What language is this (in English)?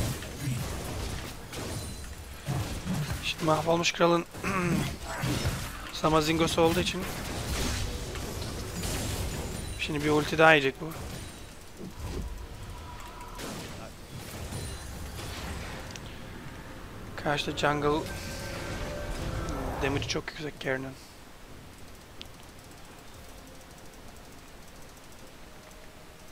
Turkish